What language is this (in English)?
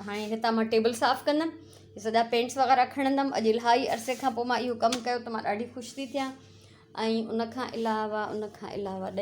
Sindhi